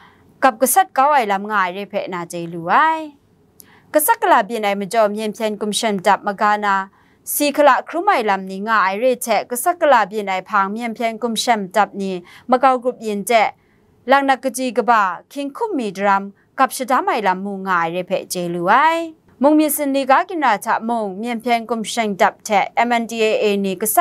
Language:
Kachin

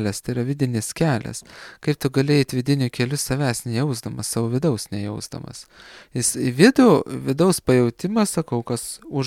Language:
Lithuanian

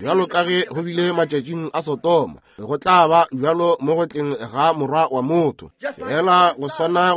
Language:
Northern Sotho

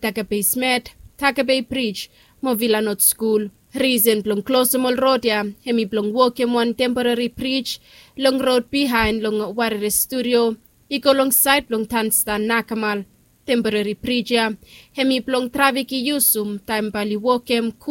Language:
Bislama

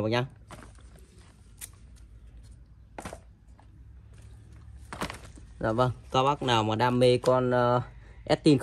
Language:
Vietnamese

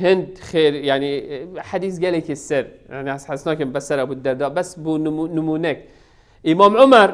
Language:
Kurdish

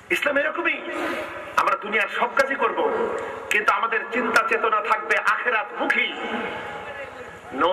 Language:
Bangla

